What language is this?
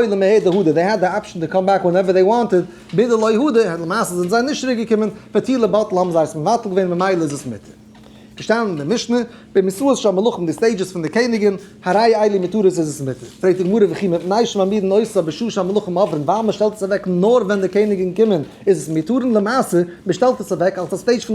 Yiddish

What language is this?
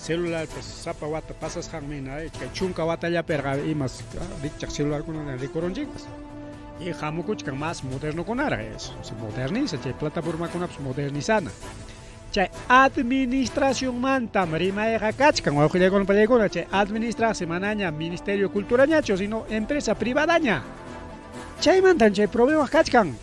Ayacucho Quechua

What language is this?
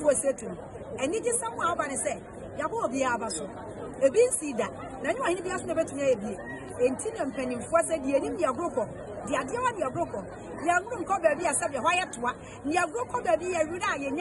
Akan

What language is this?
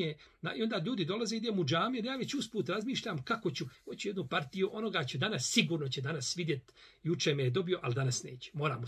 Bosnian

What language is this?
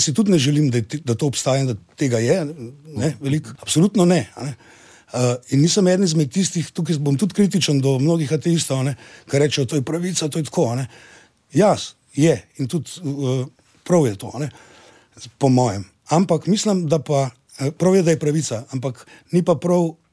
Slovenian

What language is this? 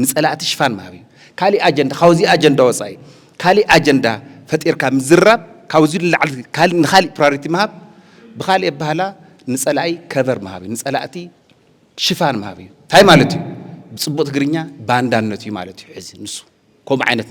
Tigrinya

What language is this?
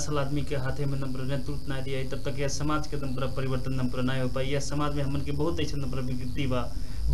Bhojpuri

